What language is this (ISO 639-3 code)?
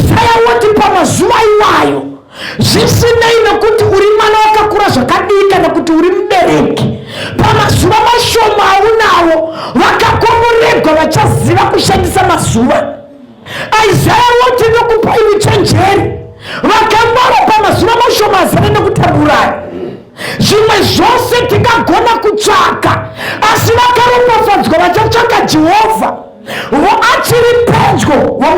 sna